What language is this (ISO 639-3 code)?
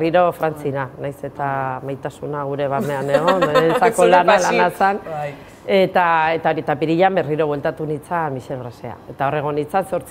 eus